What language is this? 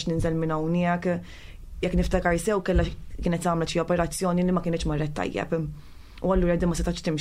Maltese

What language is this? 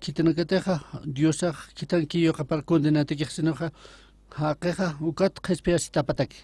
Aymara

